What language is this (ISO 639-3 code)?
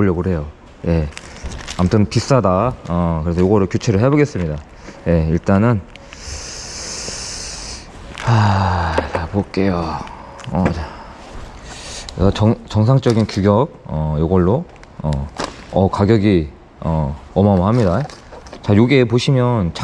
kor